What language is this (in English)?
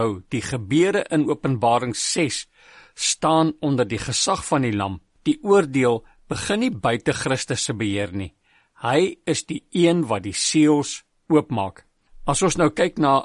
Afrikaans